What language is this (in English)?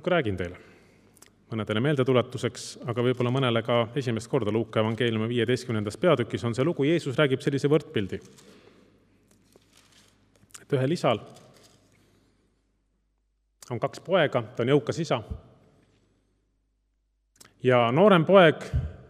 Estonian